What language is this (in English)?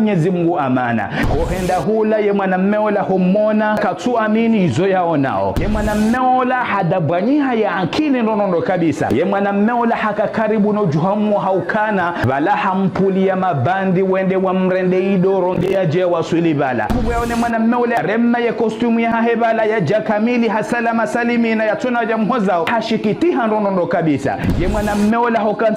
Ngazidja Comorian